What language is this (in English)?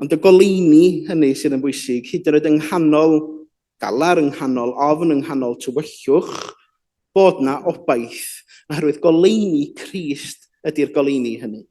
Welsh